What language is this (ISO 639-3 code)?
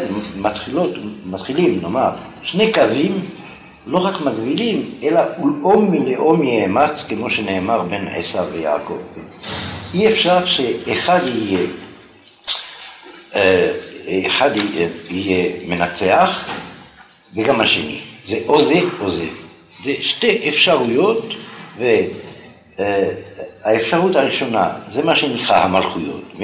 heb